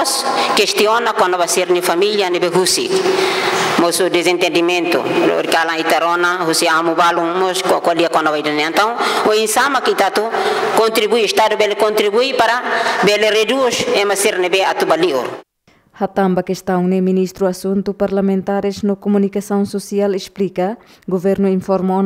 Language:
Tetum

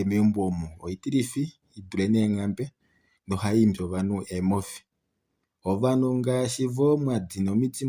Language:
Kuanyama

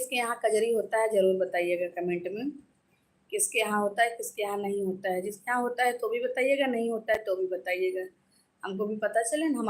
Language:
Awadhi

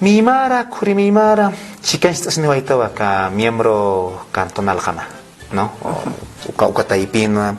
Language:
Aymara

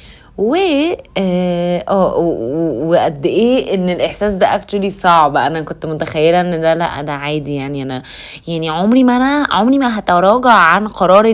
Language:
Egyptian Arabic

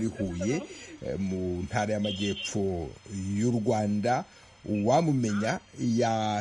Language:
Kinyarwanda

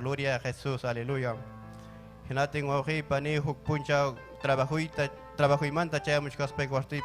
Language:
Ayacucho Quechua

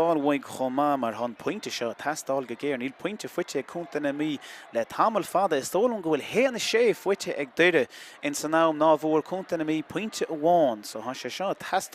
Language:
Irish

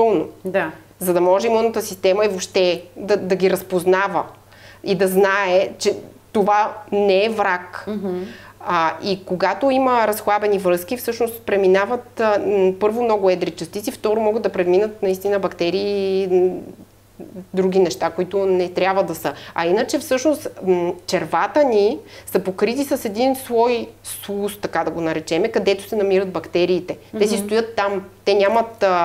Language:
Bulgarian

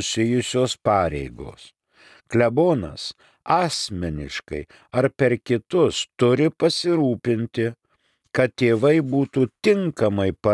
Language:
Lithuanian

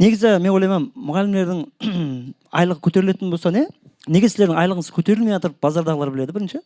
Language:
Kara-Kalpak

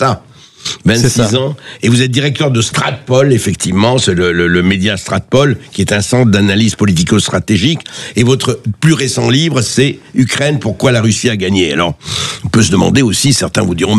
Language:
French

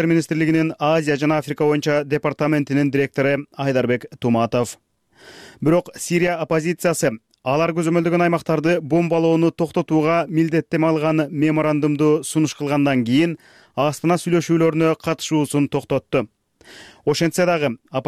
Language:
Kyrgyz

